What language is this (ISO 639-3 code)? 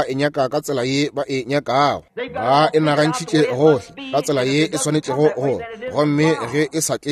nso